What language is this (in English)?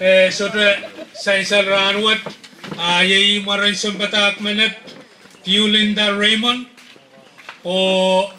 Pohnpeian